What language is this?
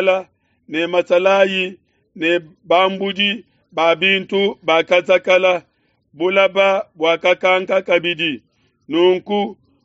Luba-Lulua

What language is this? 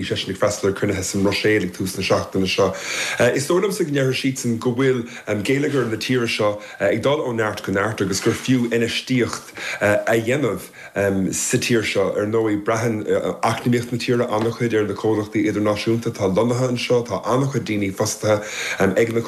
Irish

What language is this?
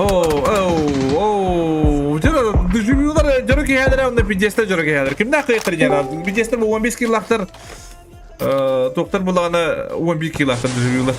Yakut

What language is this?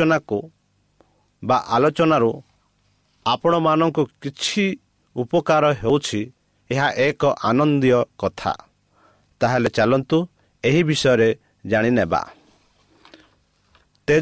Odia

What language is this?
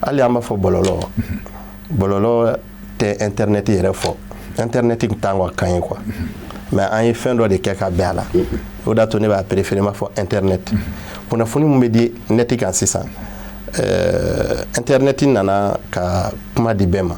Bambara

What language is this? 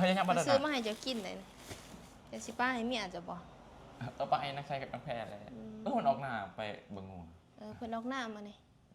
Northeastern Thai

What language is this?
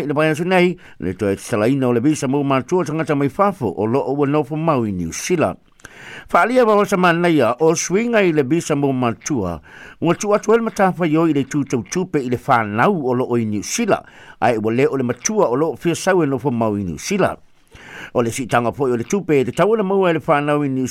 Samoan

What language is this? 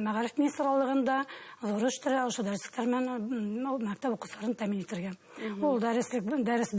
Bashkir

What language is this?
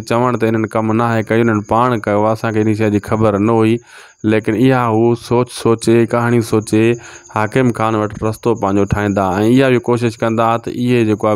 Sindhi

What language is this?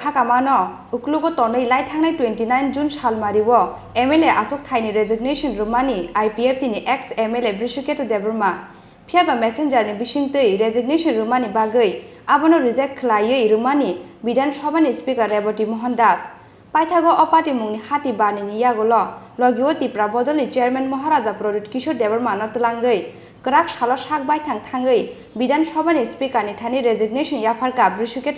Kok Borok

